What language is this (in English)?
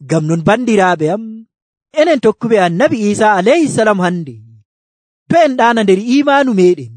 Nigerian Fulfulde